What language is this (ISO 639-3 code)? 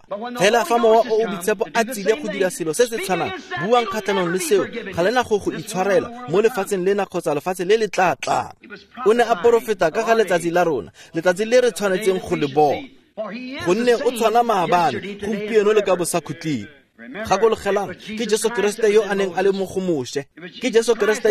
tsn